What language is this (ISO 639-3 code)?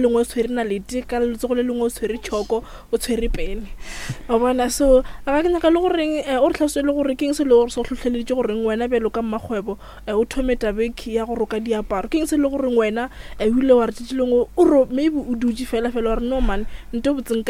nso